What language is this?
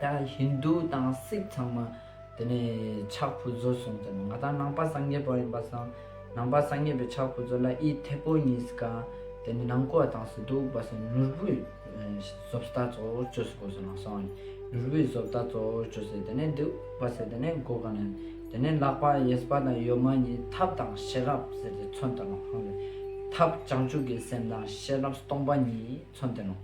Ladakhi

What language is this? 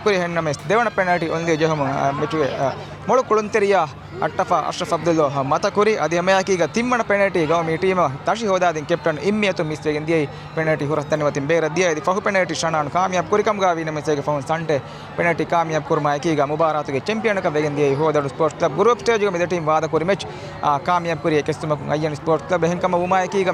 Divehi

